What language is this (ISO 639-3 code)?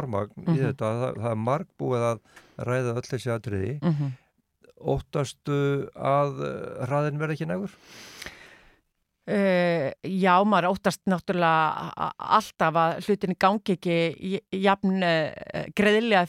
isl